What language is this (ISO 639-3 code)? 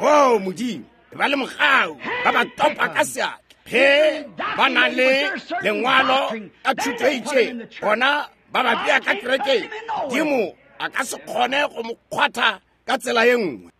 nso